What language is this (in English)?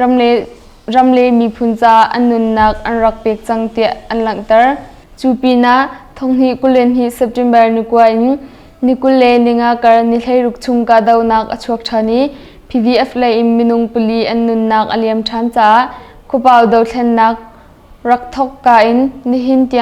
Hakha Chin